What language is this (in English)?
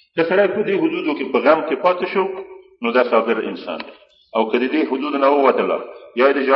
Pashto